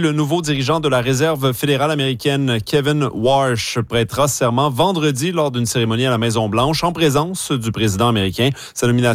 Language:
French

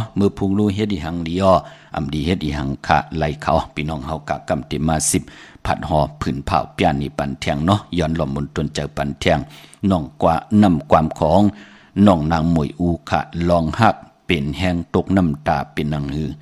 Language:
Shan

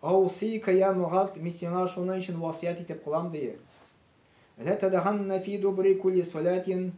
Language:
Tatar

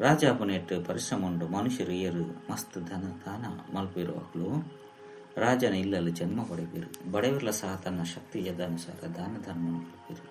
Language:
Tulu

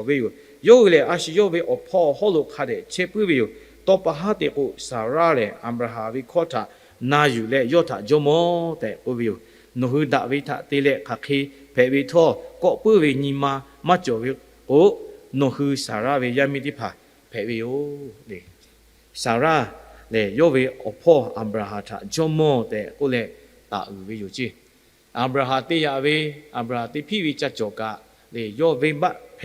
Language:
Lahu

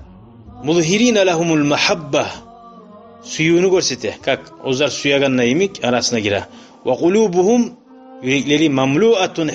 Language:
Kumyk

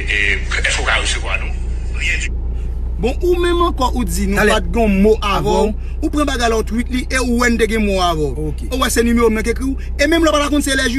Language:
Haitian Creole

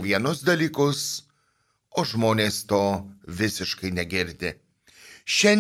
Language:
Lithuanian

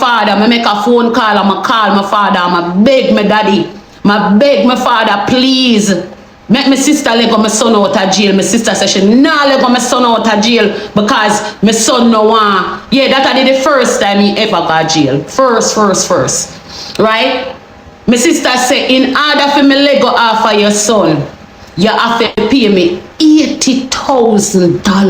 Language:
Jamaican Creole English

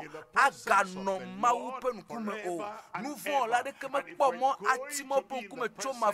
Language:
Ewe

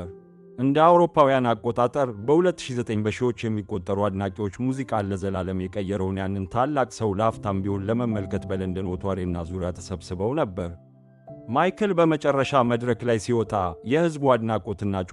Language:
Amharic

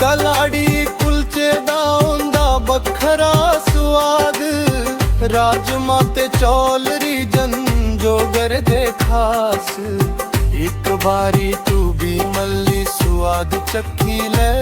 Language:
Dogri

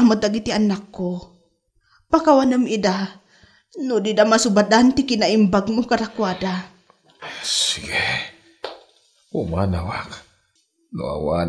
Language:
Iloko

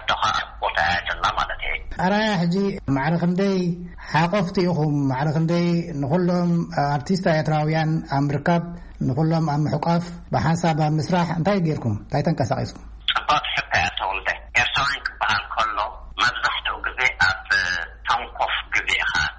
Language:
Tigrinya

